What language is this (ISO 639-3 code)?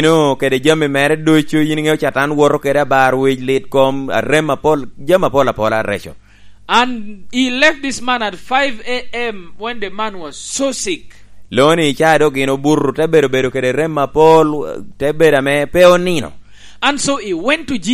laj